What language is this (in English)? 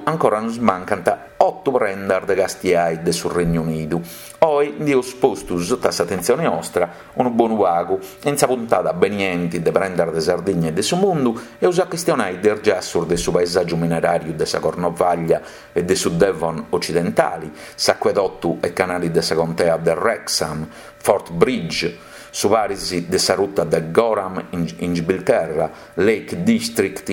Sardinian